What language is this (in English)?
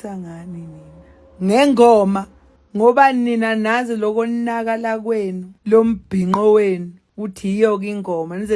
Zulu